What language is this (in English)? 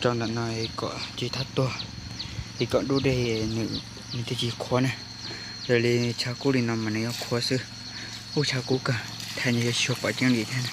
Hmong